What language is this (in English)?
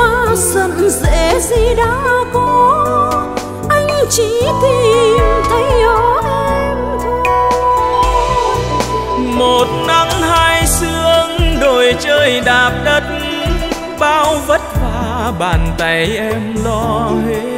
Vietnamese